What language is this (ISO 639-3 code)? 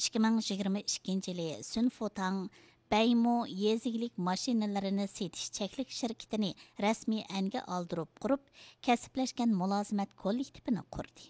uig